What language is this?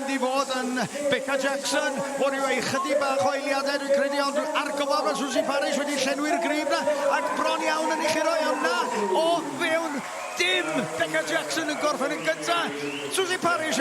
Welsh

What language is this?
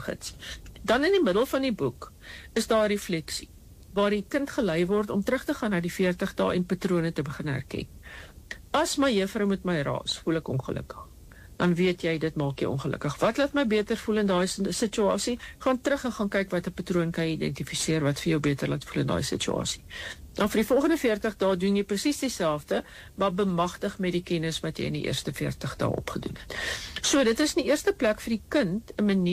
Afrikaans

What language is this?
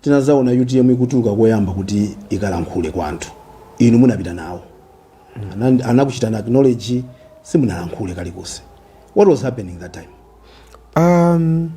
Nyanja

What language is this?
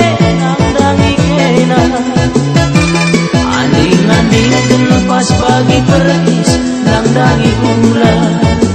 Batak Karo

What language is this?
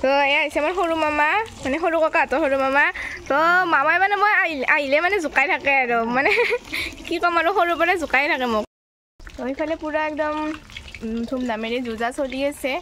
Assamese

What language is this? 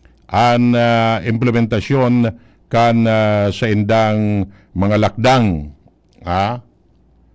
Bikol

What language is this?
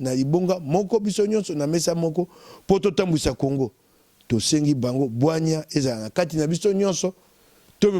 Lingala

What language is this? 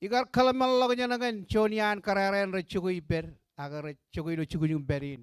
Marshallese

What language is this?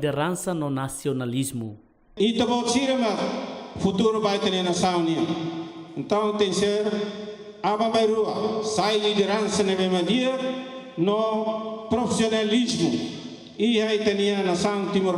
Tetum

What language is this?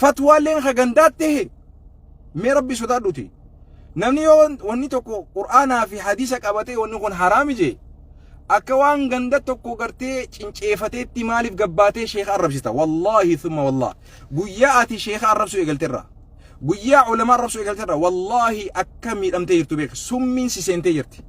Oromo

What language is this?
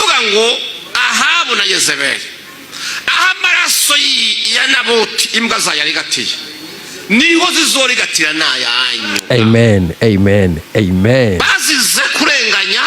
Rundi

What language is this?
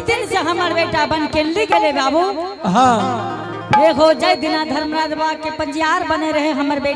Angika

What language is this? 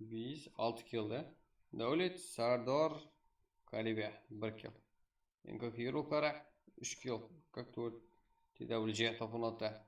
Kara-Kalpak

